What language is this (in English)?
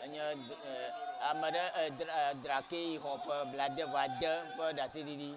Ewe